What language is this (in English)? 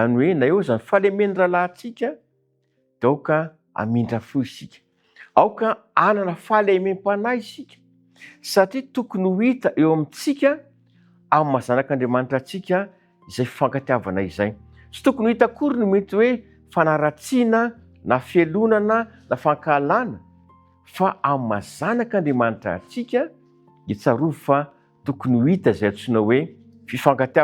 Malagasy